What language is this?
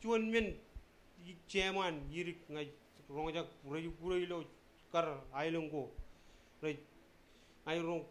Marshallese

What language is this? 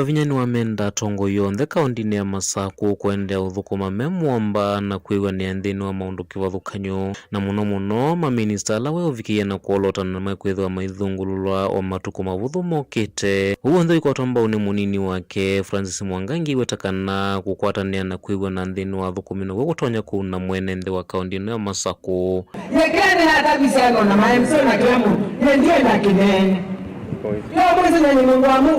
Kamba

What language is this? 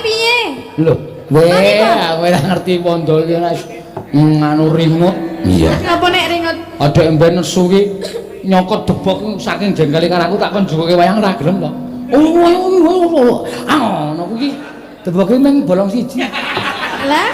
Javanese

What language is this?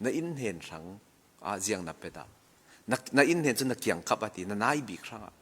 Falam Chin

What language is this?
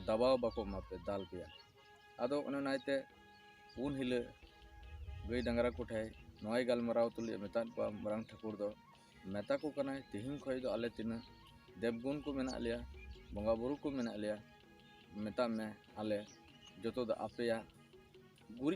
Santali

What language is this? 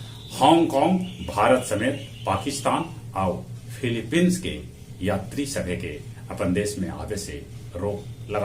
Magahi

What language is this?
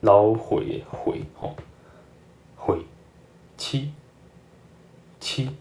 Min Nan Chinese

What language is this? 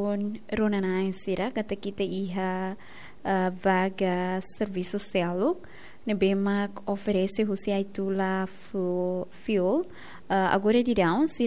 Tetum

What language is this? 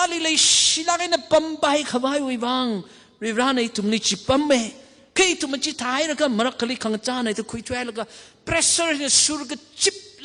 Tangkhul Naga (India)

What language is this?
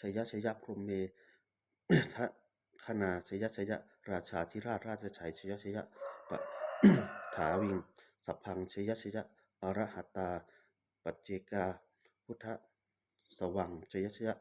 Pali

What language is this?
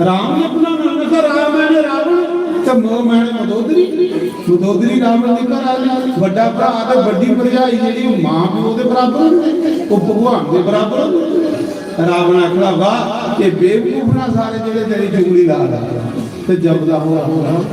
Dogri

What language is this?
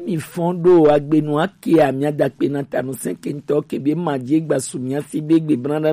Gen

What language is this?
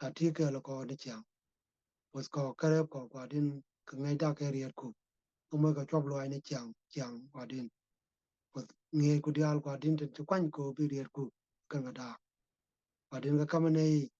Nuer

